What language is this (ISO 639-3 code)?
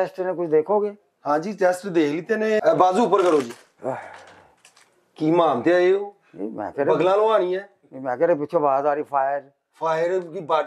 pan